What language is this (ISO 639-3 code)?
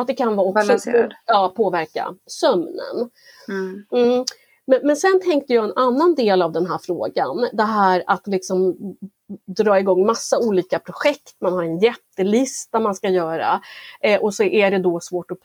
swe